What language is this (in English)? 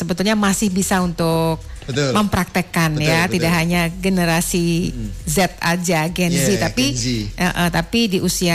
Indonesian